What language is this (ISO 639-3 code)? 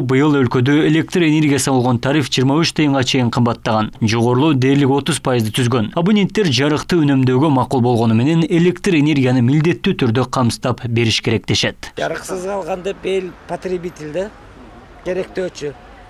kir